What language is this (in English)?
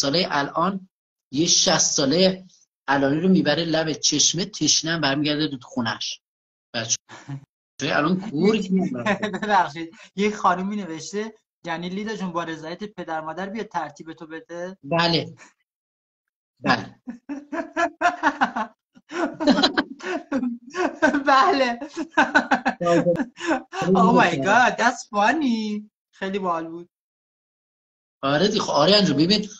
Persian